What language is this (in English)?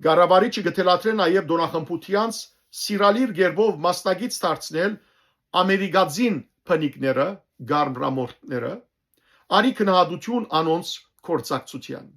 Western Armenian